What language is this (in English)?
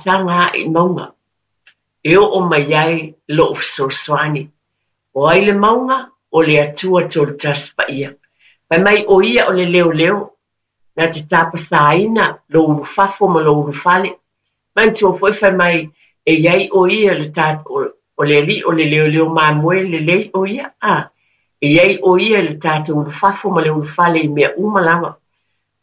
Samoan